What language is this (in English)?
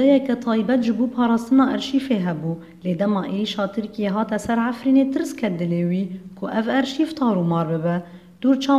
Kurdish